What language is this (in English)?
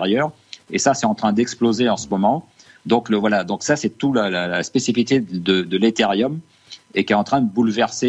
French